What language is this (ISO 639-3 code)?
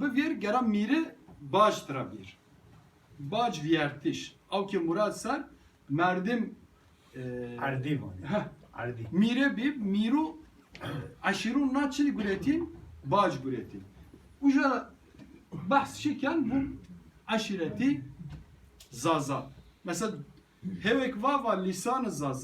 kur